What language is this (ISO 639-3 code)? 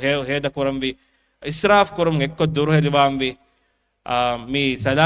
div